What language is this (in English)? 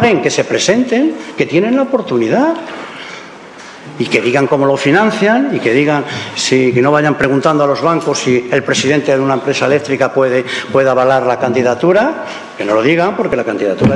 Spanish